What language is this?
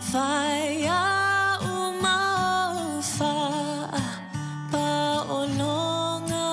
Samoan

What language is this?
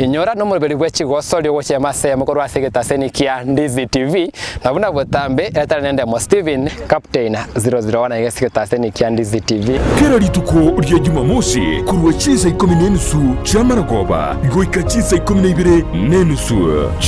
Gusii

